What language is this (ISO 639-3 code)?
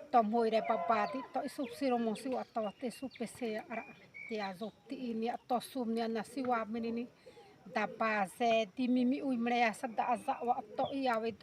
xav